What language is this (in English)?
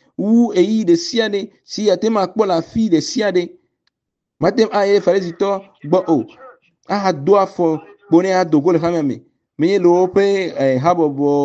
Ewe